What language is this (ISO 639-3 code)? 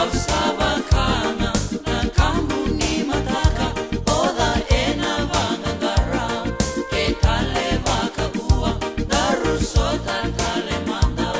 fij